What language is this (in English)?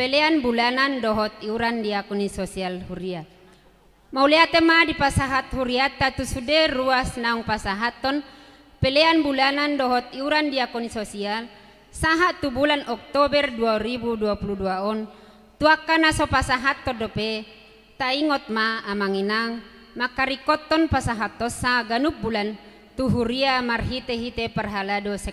Batak Toba